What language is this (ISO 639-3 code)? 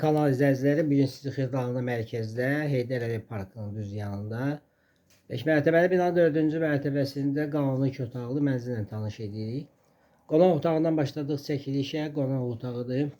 aze